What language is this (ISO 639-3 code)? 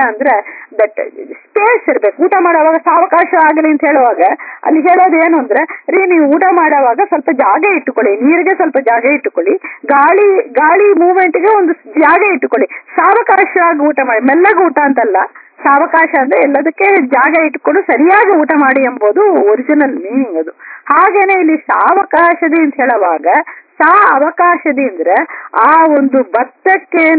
kan